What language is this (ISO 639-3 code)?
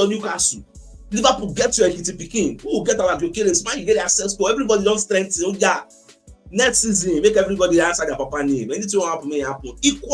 pcm